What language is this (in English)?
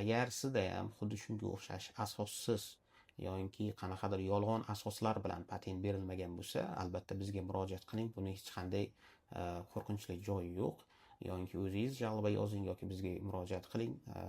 Uzbek